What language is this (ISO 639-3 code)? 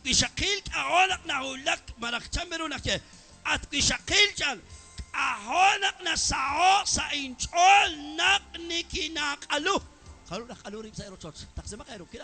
kek